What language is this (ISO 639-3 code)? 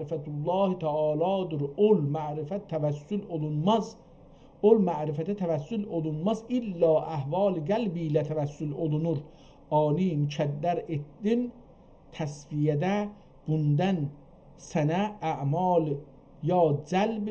azb